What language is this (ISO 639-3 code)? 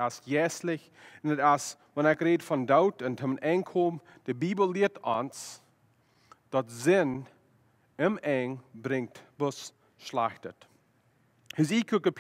pdt